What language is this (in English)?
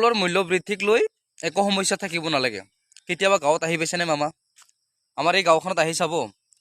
Assamese